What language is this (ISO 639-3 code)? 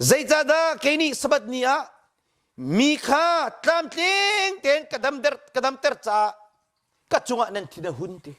cnh